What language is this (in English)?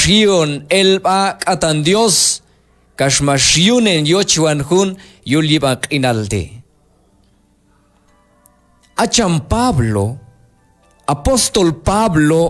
Q'anjob'al